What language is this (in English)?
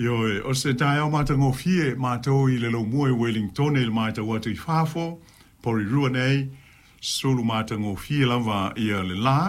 Samoan